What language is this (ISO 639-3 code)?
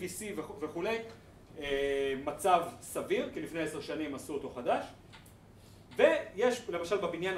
heb